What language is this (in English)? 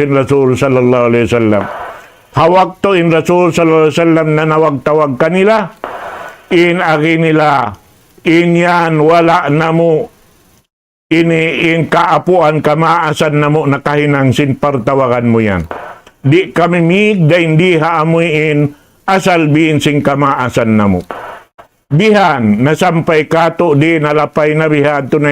Tausug